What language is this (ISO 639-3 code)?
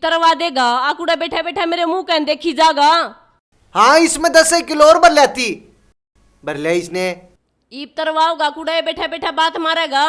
bgc